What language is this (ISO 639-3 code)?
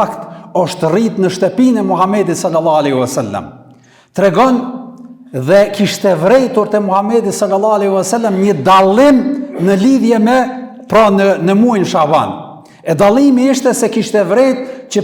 sqi